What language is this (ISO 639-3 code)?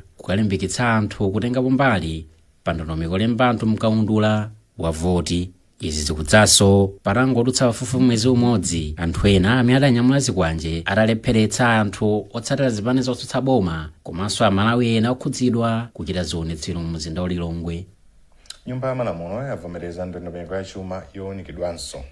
nya